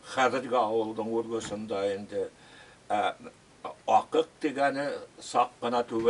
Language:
Bashkir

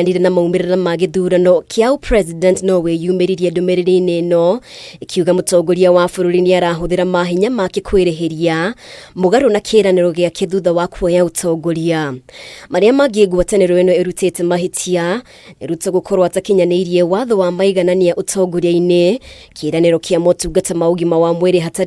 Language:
Kikuyu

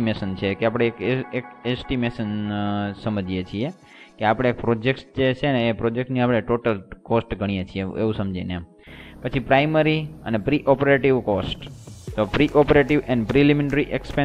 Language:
Gujarati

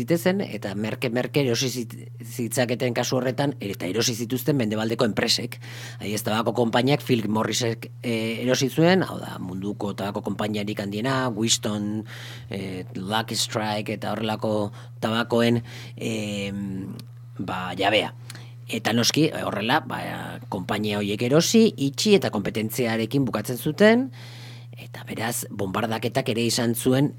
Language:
Basque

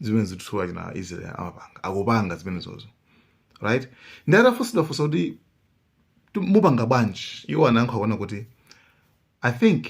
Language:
Nyanja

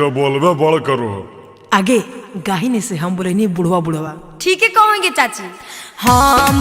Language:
Magahi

